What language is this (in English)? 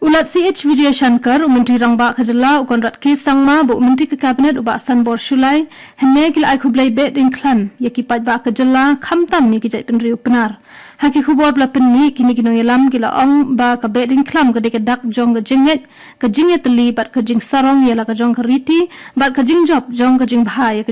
Khasi